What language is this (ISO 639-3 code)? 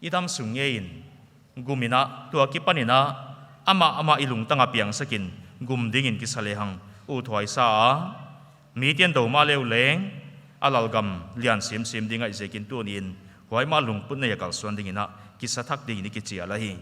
pck